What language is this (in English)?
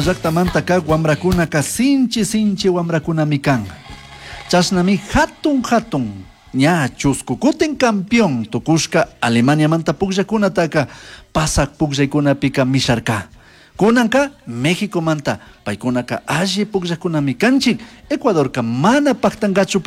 Chimborazo Highland Quichua